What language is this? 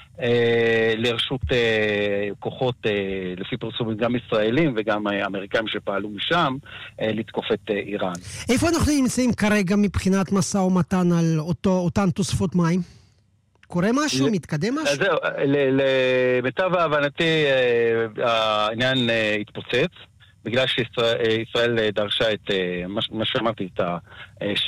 Hebrew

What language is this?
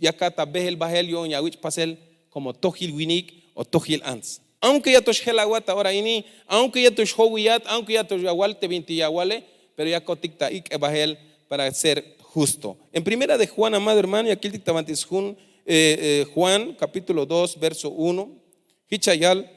Tzeltal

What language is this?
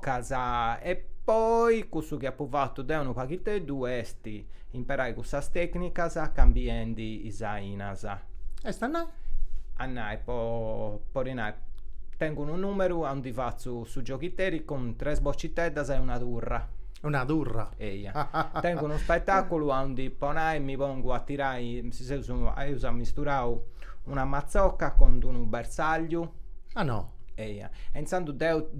Sardinian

